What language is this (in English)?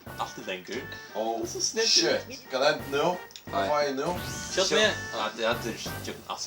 Faroese